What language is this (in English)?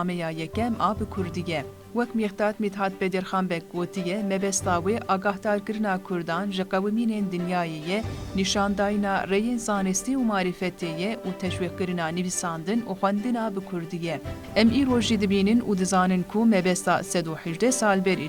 Kurdish